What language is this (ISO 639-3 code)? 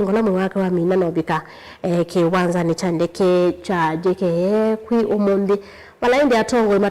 kam